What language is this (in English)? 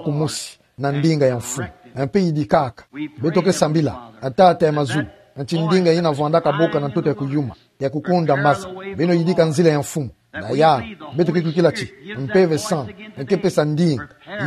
Kituba (Democratic Republic of Congo)